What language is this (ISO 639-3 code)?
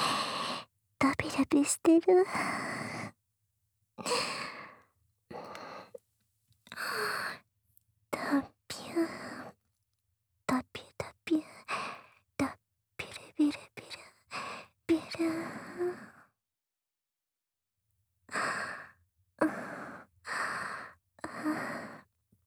jpn